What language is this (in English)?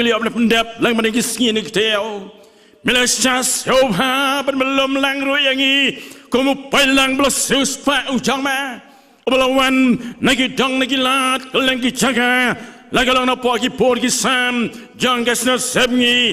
Khasi